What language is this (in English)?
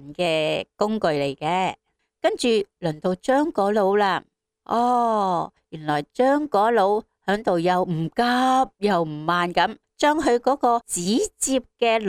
Cantonese